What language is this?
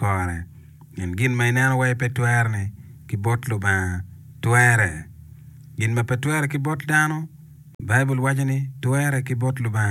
Acoli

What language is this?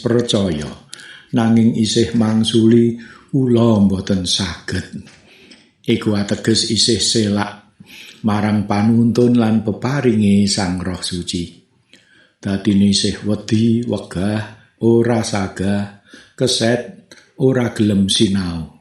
Javanese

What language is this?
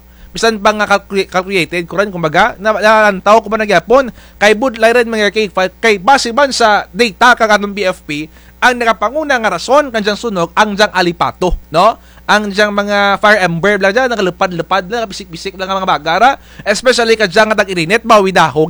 Kinaray-a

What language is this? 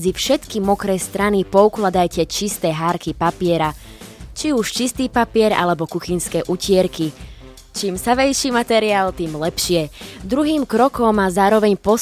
Slovak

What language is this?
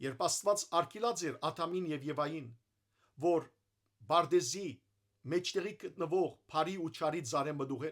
Western Armenian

